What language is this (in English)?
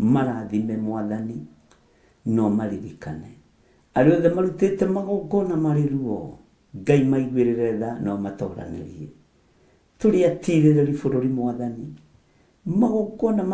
Kikuyu